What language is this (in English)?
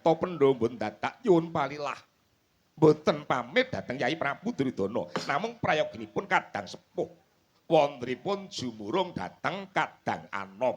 Javanese